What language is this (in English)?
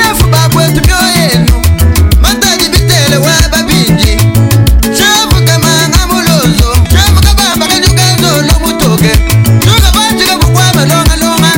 Luba-Lulua